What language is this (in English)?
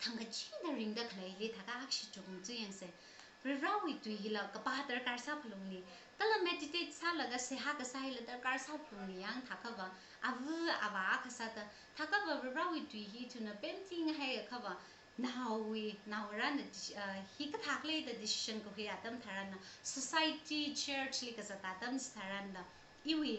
Tangkhul Naga (India)